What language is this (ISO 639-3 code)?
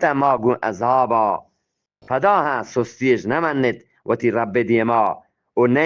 bgp